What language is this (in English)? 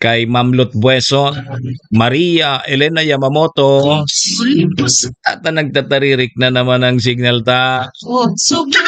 Bikol